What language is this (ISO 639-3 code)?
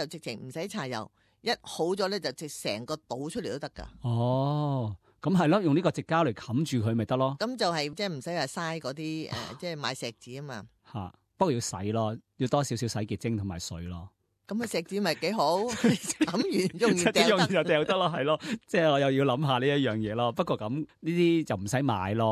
yue